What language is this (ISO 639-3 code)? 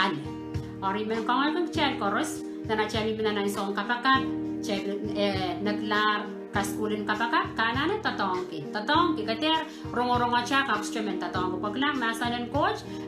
pon